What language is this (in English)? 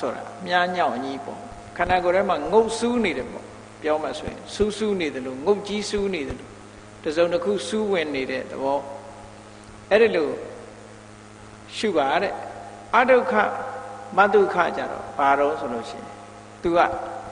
Burmese